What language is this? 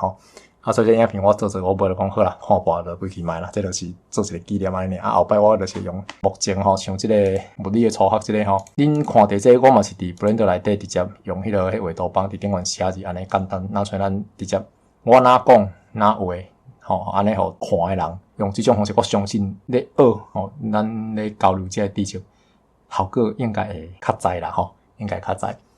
Min Nan Chinese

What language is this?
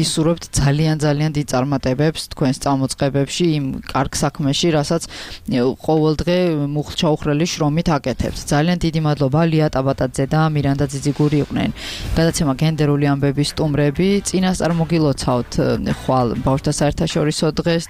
Georgian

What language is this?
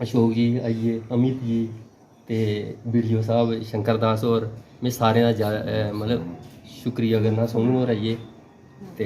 Dogri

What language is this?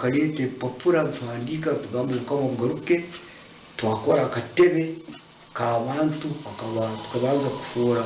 Nyankole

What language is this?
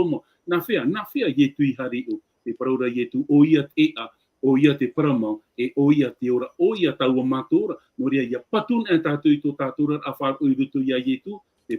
Tahitian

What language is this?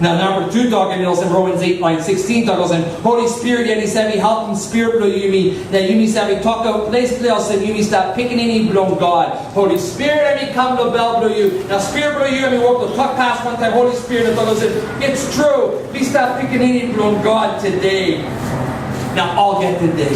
Tok Pisin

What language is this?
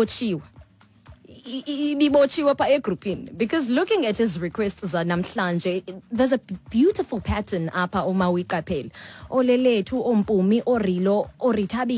Xhosa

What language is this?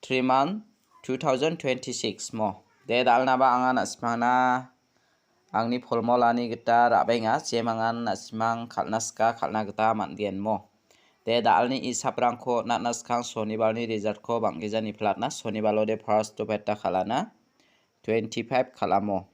Garo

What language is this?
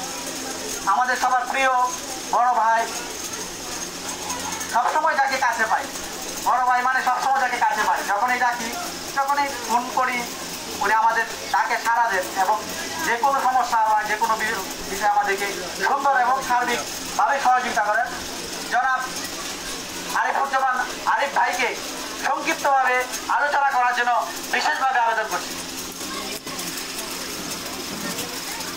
Bangla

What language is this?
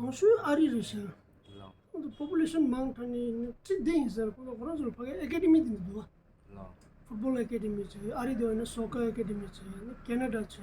Tibetan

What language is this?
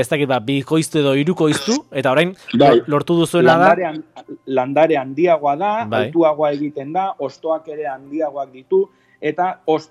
Basque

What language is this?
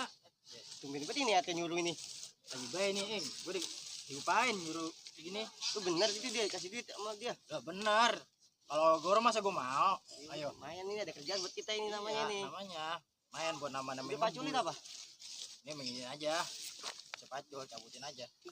Betawi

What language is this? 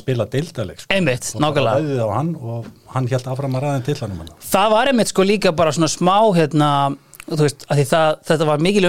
Icelandic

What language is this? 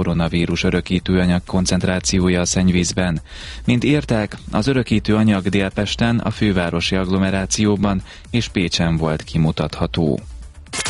Hungarian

